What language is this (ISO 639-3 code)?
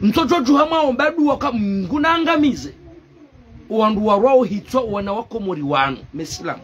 zdj